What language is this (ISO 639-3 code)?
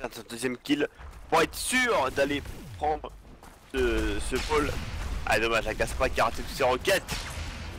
fra